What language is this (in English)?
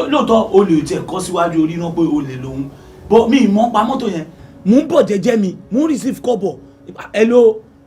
Yoruba